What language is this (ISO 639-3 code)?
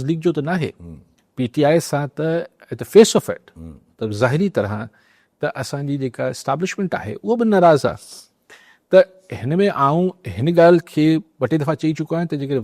snd